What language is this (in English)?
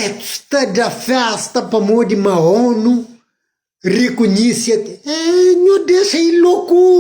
Kabuverdianu